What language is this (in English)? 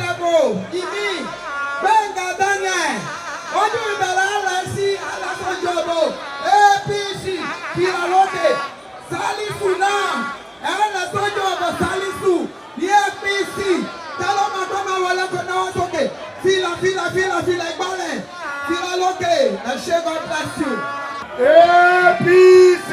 Yoruba